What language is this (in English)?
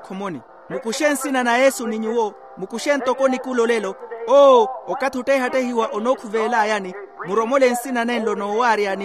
Makhuwa